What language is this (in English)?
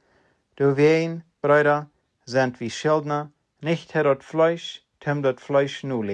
Plautdietsch